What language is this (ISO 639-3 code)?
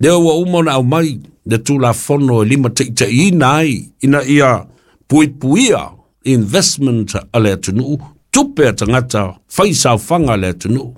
smo